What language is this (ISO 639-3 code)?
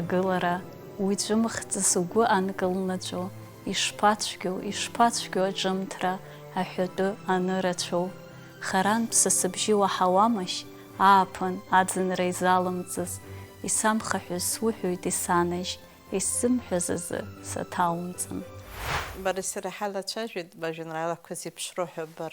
abk